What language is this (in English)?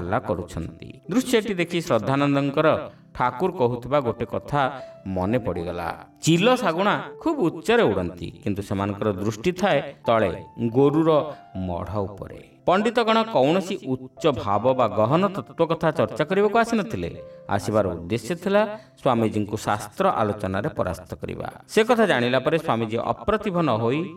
Odia